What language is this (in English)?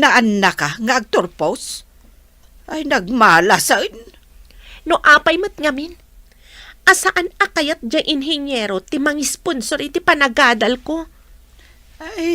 Iloko